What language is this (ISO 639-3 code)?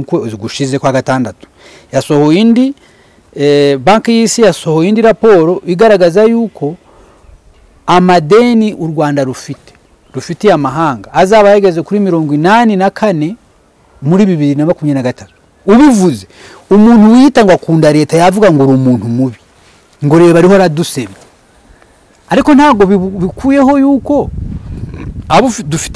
kin